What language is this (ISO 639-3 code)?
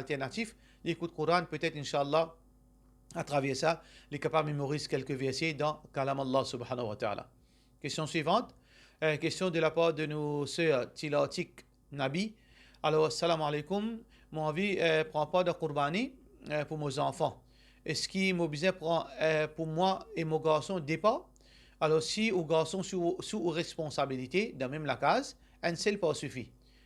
mfe